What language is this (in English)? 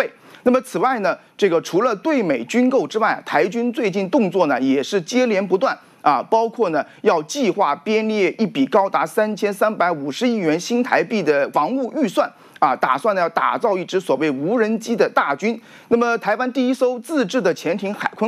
Chinese